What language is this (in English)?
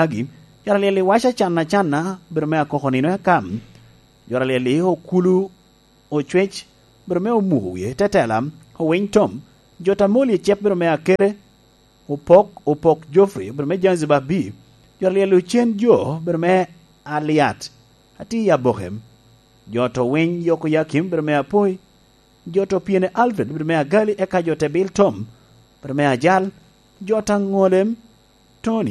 Lango (Uganda)